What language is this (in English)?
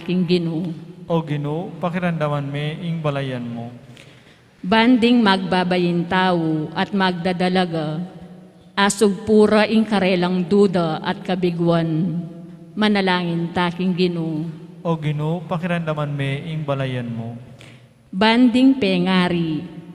Pampanga